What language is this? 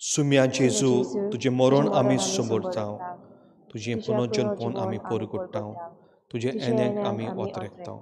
Konkani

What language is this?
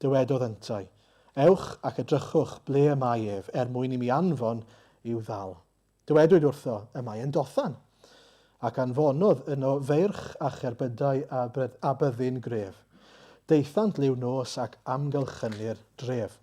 Welsh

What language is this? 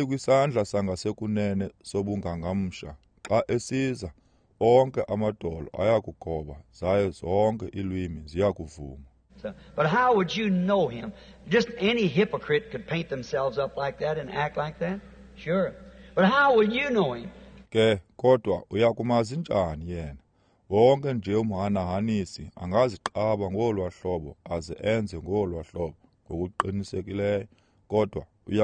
Xhosa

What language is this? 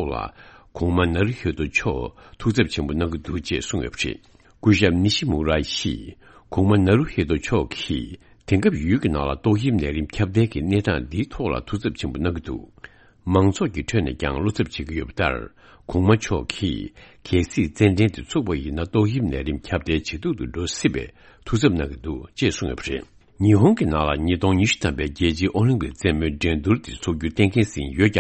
Tibetan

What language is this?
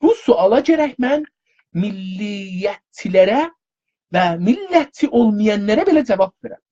South Azerbaijani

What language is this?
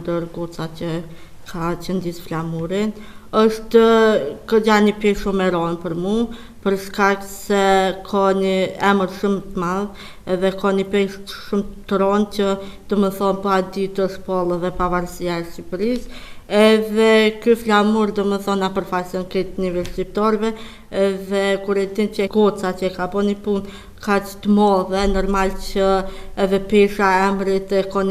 Albanian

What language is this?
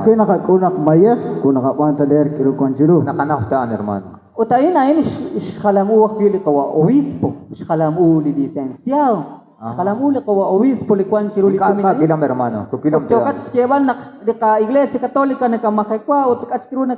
Kekchí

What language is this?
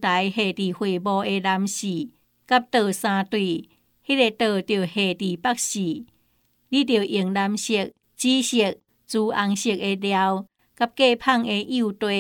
Min Nan Chinese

